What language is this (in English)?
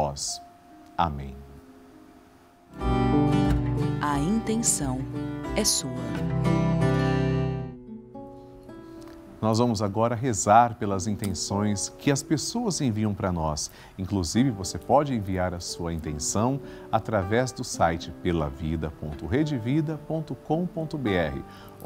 Portuguese